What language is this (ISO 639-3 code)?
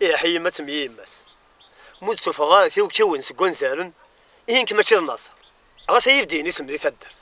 kab